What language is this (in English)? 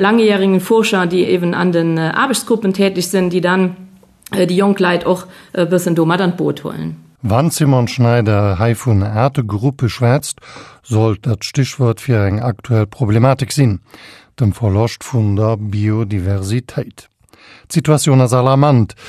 Luxembourgish